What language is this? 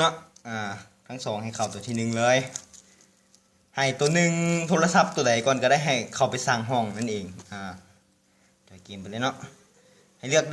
Lao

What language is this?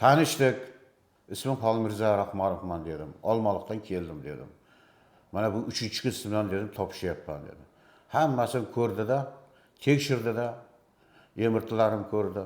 Uzbek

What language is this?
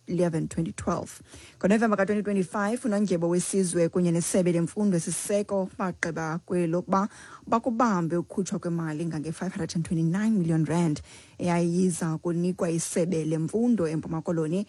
Xhosa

